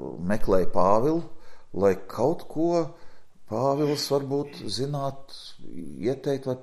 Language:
Latvian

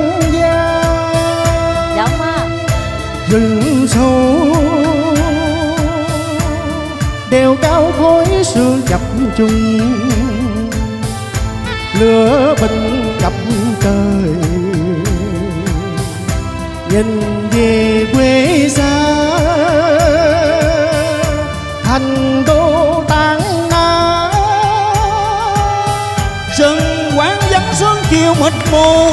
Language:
Vietnamese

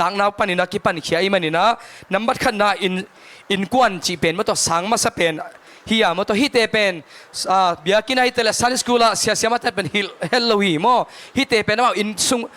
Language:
Tedim Chin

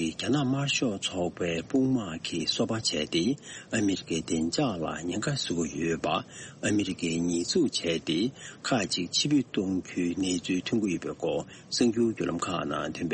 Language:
Tibetan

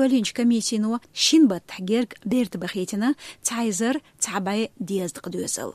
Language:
Chechen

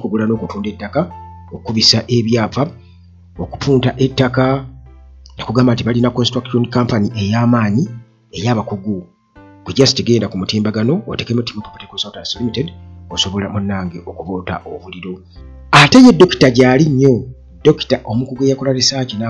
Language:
Ganda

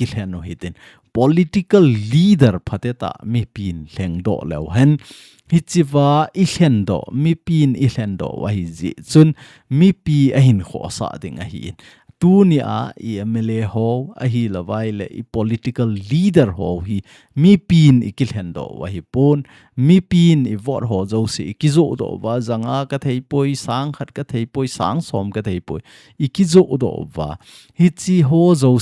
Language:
Thado Chin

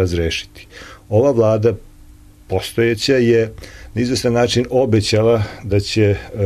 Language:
Serbian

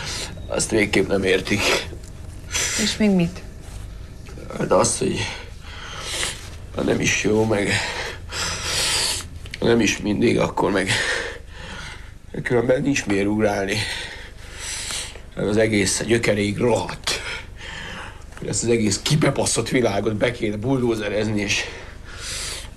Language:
Hungarian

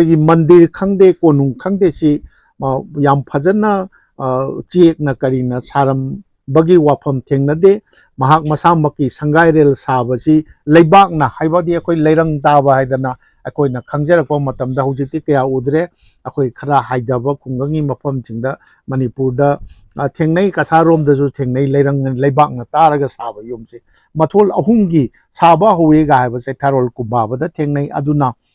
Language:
Manipuri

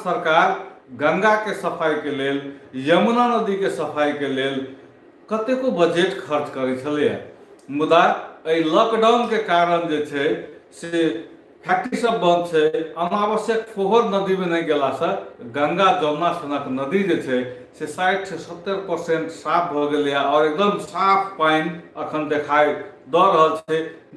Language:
Maithili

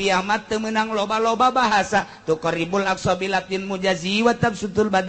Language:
Sundanese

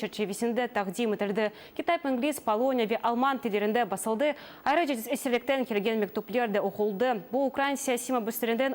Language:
Crimean Tatar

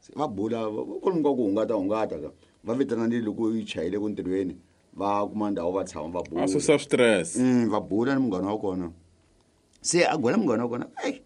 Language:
Tsonga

